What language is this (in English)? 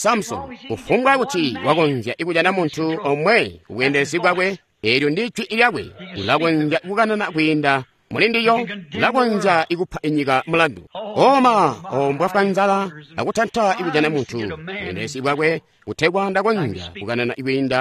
Tonga (Zambia)